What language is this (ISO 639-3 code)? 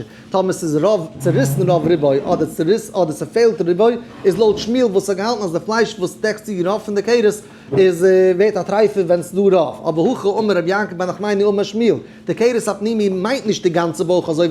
yid